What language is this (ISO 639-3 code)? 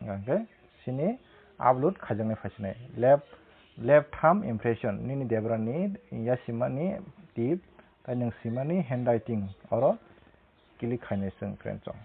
trp